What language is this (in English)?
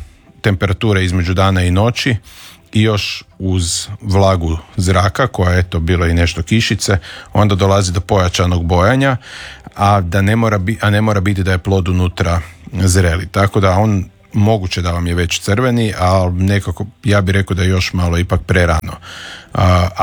Croatian